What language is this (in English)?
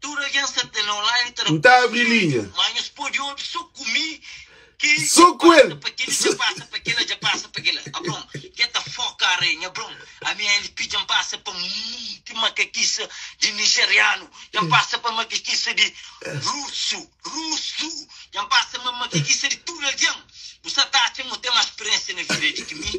Kabuverdianu